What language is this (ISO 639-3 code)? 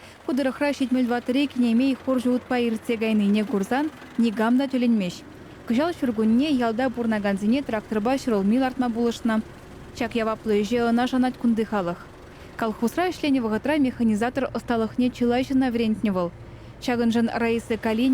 chv